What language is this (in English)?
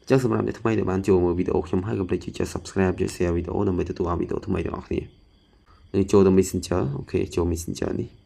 Khmer